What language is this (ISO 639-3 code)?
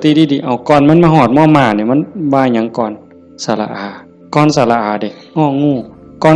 tts